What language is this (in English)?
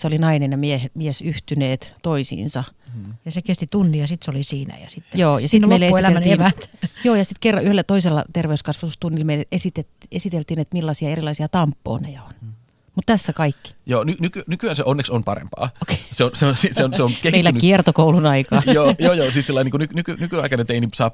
Finnish